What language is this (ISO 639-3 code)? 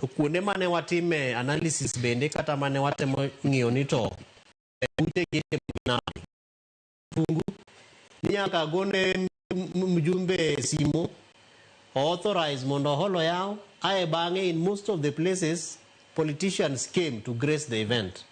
luo